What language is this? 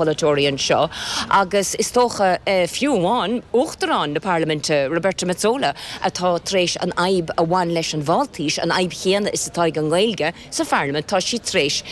Irish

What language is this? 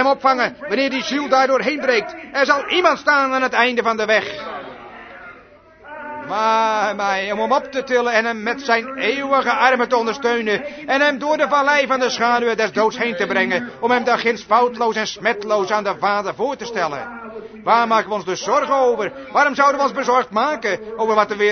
Dutch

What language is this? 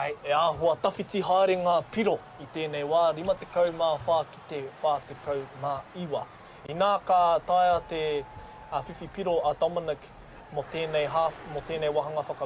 Māori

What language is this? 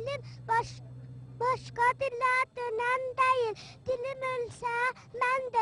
South Azerbaijani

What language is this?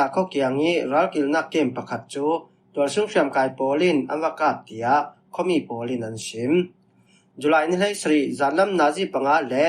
Falam Chin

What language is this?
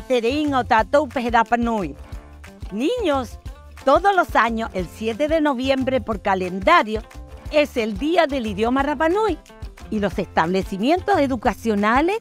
Rapanui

